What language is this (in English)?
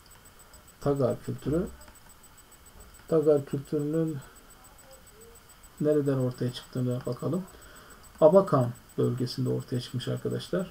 Turkish